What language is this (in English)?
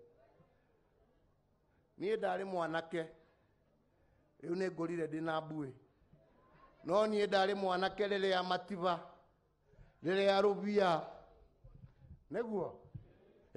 Kikuyu